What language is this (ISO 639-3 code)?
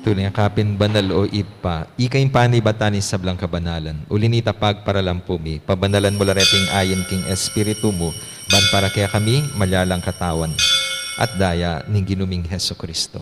pam